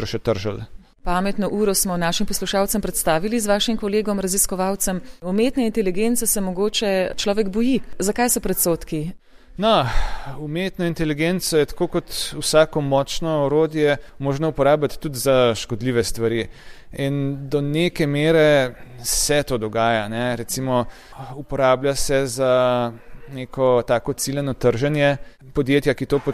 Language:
Slovenian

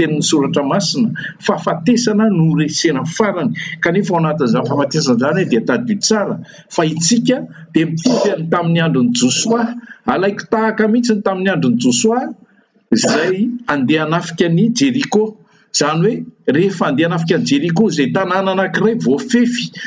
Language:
Malagasy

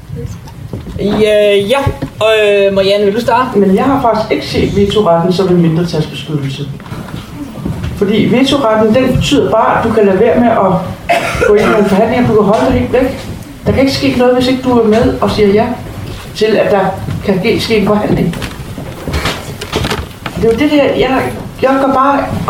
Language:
Danish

